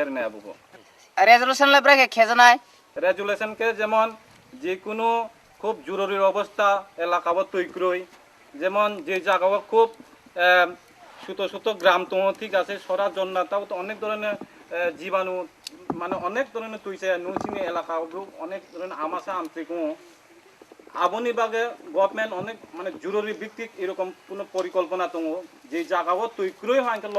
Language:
Riang (India)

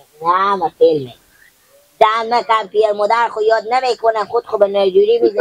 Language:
Persian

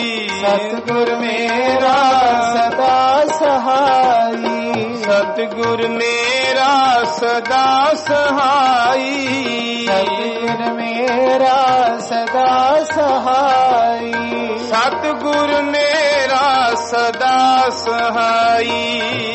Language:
Punjabi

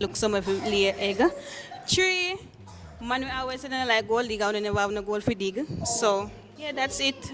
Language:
Jamaican Creole English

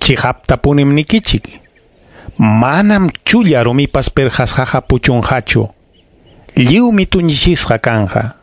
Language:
Ayacucho Quechua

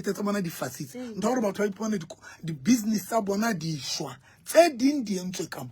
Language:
Southern Sotho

